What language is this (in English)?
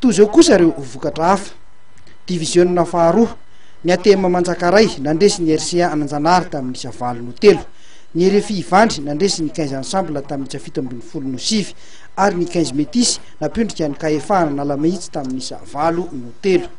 Malagasy